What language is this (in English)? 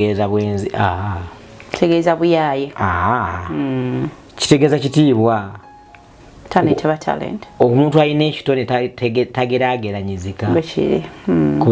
Ganda